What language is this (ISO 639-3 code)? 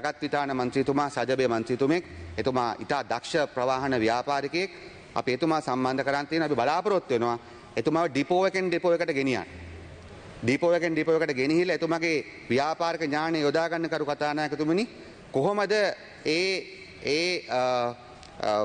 sin